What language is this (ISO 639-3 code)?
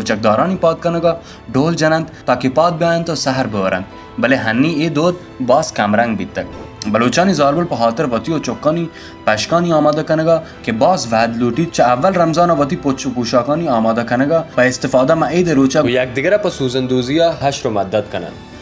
bal